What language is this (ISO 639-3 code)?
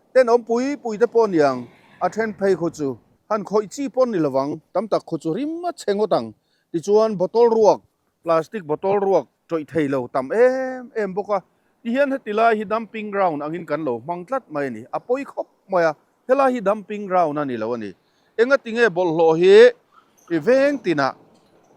lus